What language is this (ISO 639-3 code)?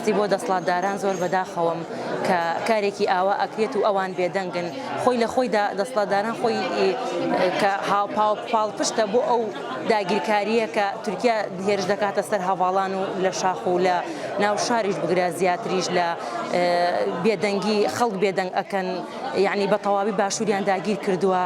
ckb